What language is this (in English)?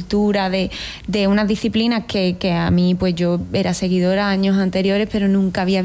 Spanish